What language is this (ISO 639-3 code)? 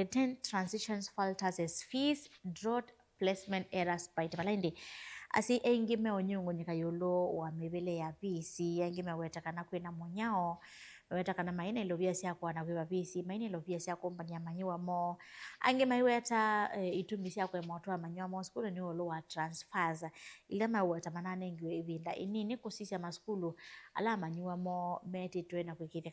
kam